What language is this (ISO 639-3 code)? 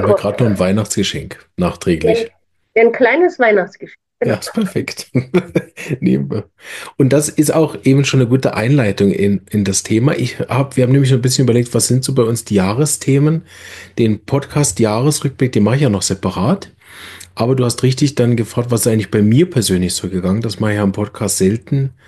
deu